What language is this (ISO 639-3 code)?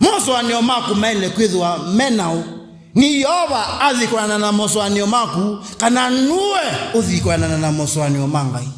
kam